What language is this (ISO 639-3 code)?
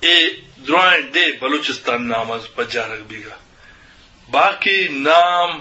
bgp